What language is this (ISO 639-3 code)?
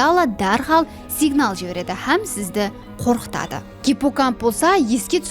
kaa